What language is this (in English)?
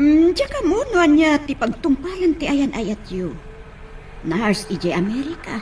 Iloko